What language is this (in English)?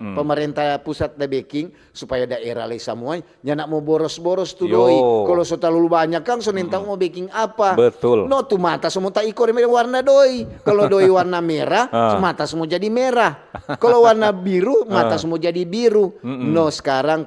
Manado Malay